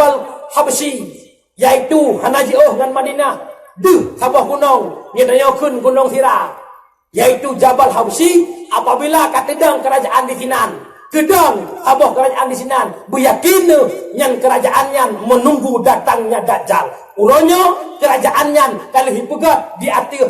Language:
Achinese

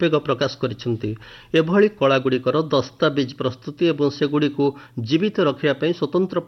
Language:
Odia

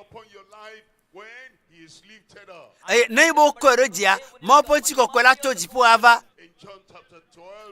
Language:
Ewe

